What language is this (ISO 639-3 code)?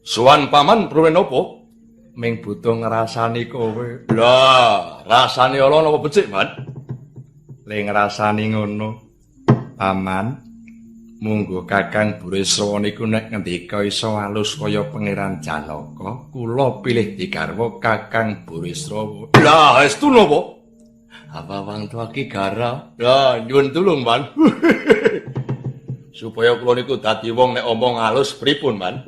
jav